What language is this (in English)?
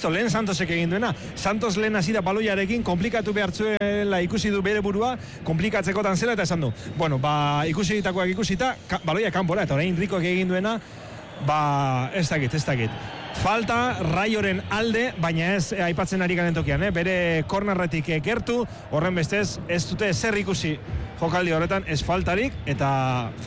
Basque